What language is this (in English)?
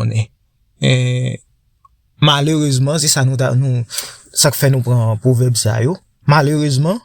Haitian Creole